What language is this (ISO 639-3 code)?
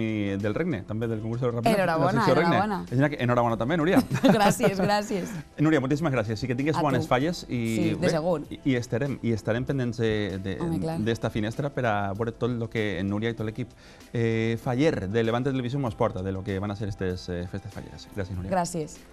cat